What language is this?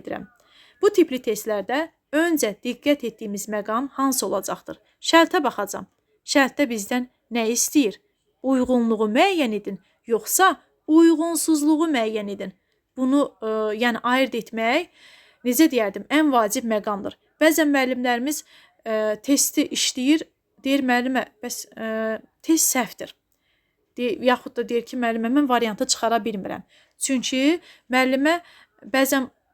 Azerbaijani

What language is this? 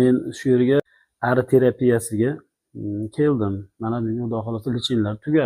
Uzbek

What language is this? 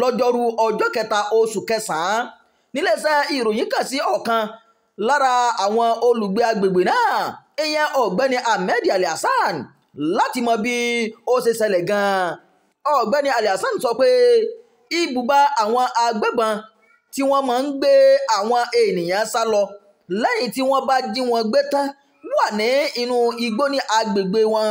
Yoruba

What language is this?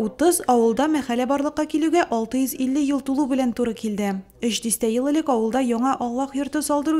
Tatar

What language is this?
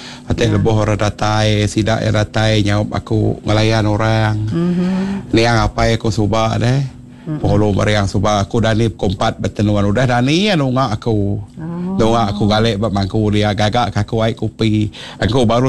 Iban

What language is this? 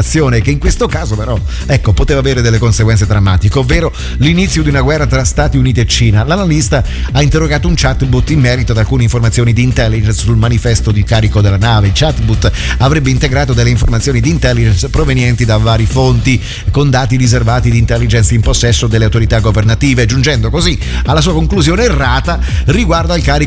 Italian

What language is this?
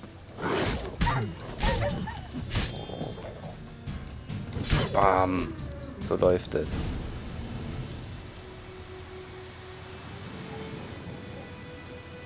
German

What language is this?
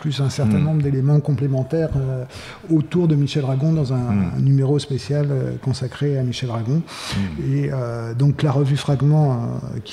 French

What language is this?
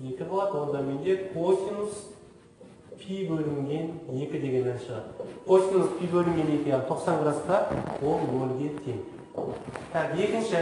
Kazakh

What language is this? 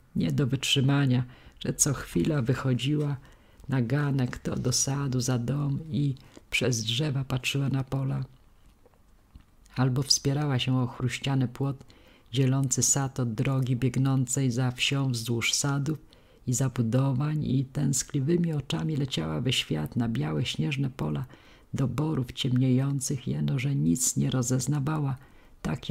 Polish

